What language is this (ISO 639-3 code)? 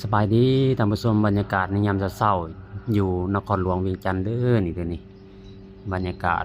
lao